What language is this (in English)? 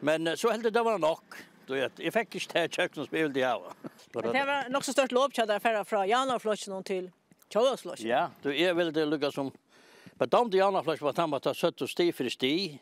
Faroese